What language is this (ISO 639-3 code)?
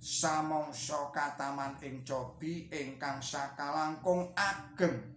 jav